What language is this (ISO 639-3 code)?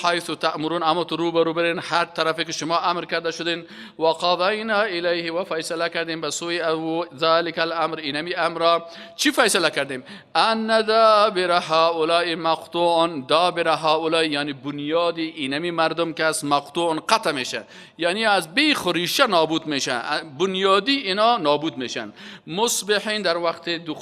fas